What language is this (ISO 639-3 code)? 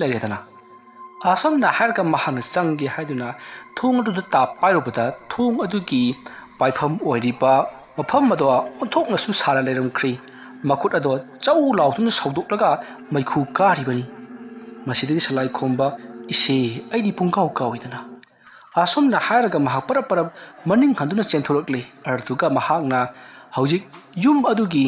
mni